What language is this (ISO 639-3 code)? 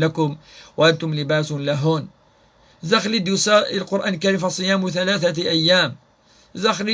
kab